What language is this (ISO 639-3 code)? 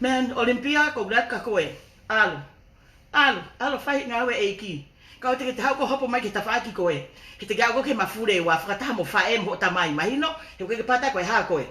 ton